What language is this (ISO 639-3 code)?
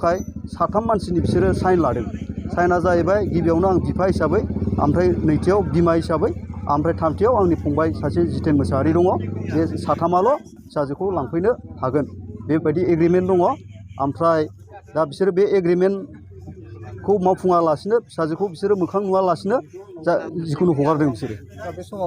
brx